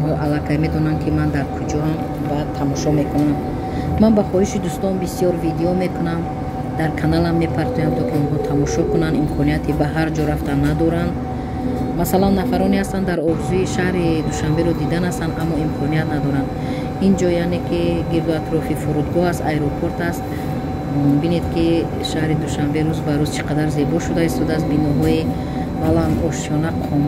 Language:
Tajik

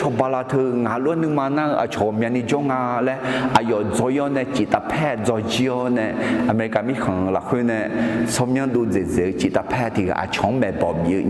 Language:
Akha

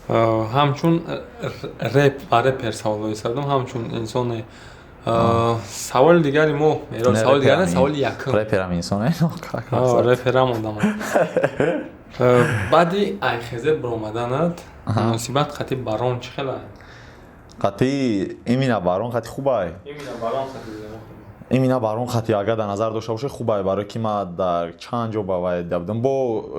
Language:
Tajik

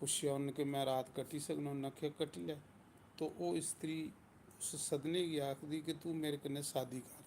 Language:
Dogri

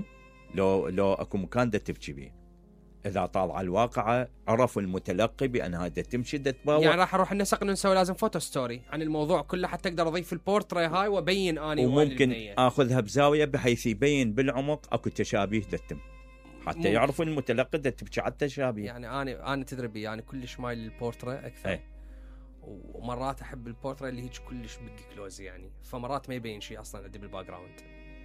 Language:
Mesopotamian Arabic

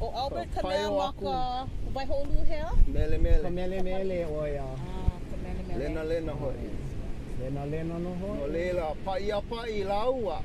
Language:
Hawaiian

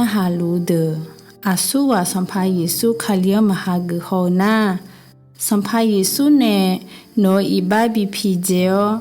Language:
Akha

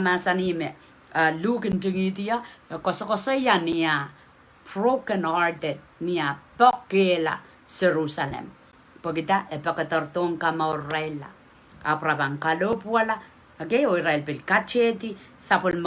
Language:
Pohnpeian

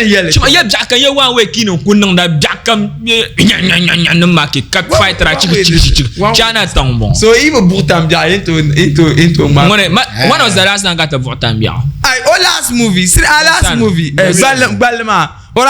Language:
Dagbani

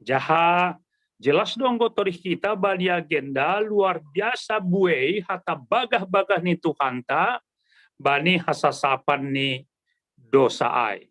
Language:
Batak Simalungun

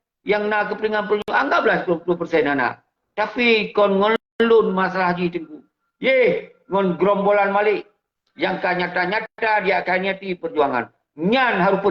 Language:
Achinese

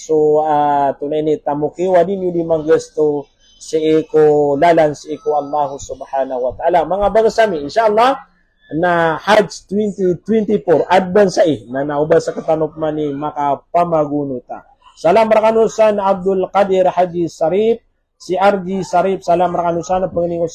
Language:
Maranao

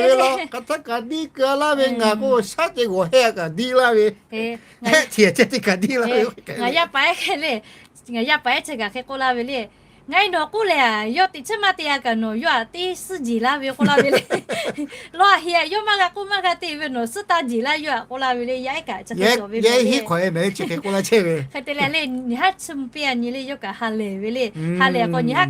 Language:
Lahu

